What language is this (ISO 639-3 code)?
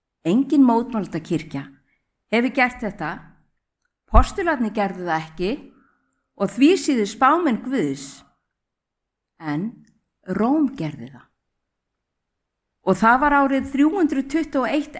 isl